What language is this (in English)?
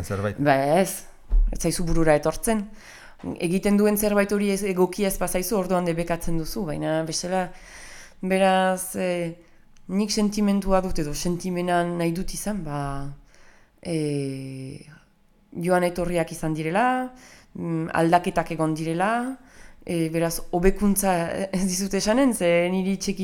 Basque